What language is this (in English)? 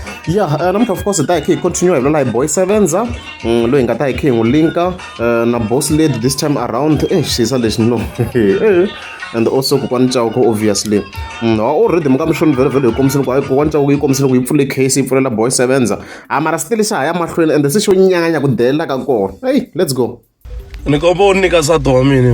Tsonga